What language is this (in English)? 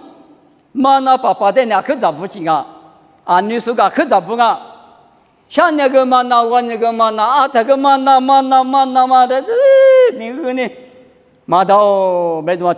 Lisu